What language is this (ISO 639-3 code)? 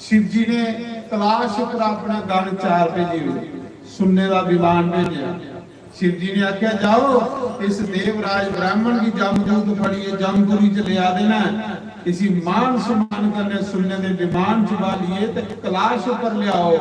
doi